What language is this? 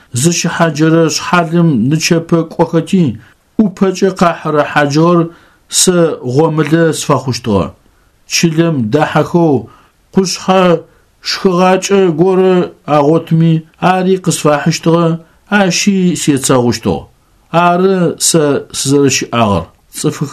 Adyghe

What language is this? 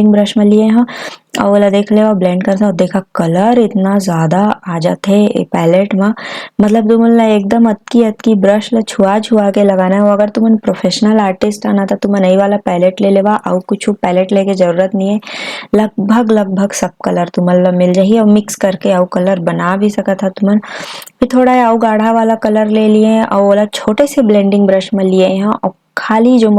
Chhattisgarhi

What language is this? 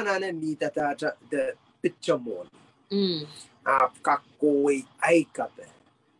Pohnpeian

